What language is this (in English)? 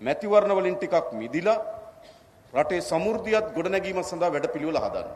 Sinhala